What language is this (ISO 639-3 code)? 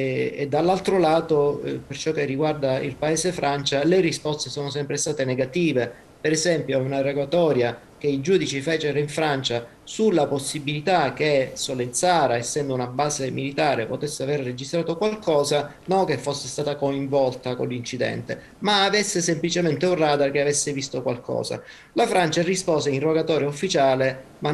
ita